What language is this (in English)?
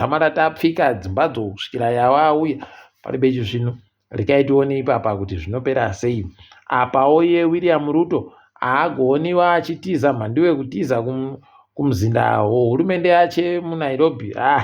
Ndau